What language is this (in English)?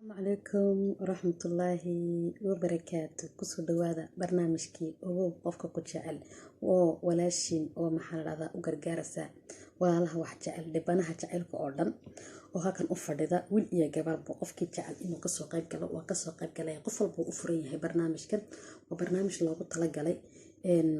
Somali